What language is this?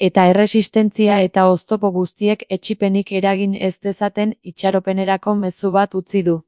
Basque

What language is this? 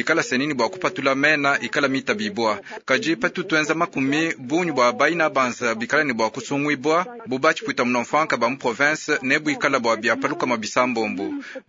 Luba-Lulua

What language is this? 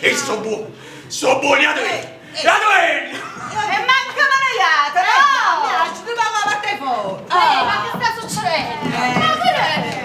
Neapolitan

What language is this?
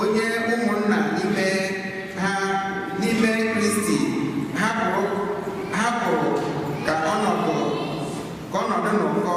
Igbo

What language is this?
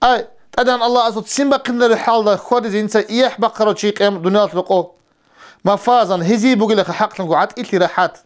Avaric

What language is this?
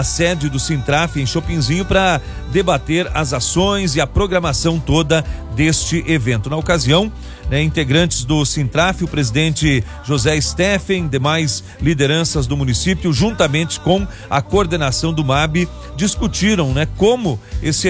Portuguese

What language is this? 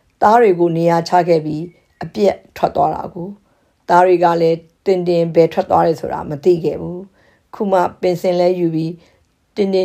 Burmese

